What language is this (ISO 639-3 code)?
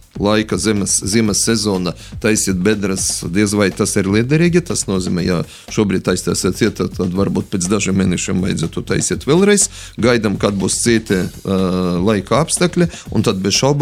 lav